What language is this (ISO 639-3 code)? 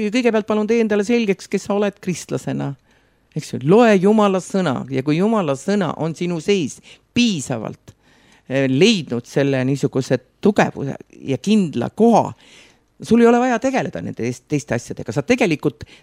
est